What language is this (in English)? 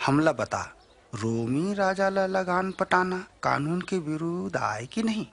Chhattisgarhi